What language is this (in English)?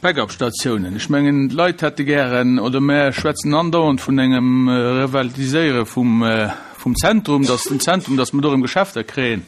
Luxembourgish